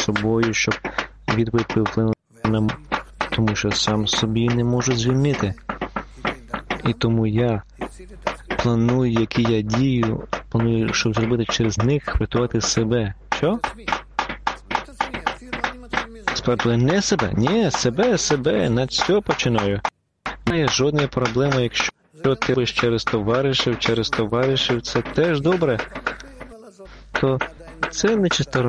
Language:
Ukrainian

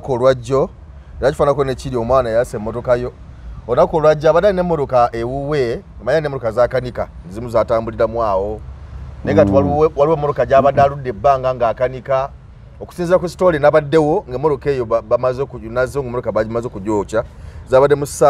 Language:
Ganda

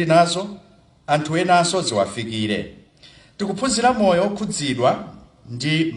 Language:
Nyanja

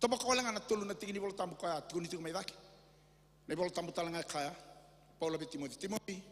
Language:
Fijian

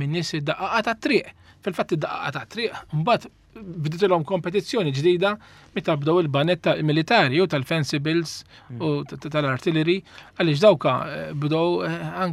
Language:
Maltese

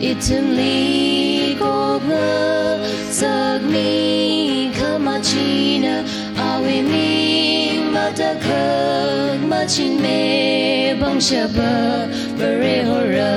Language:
Tangkhul Naga (India)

